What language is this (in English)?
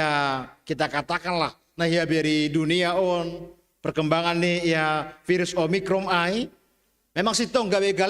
Batak Simalungun